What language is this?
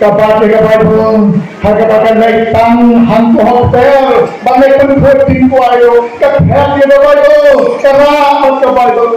Khasi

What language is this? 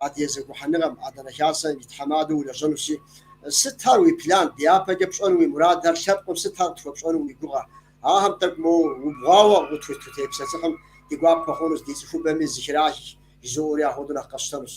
Kabardian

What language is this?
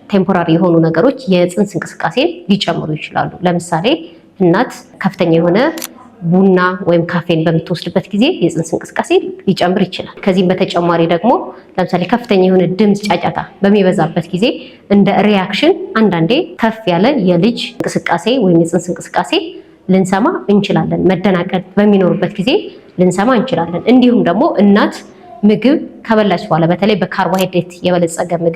Amharic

